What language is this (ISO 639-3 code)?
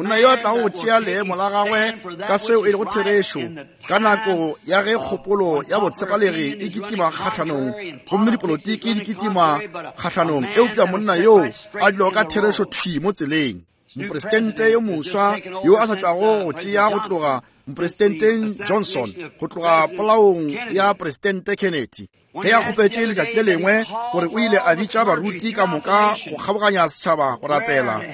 nso